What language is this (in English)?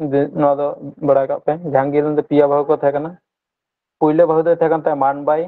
Santali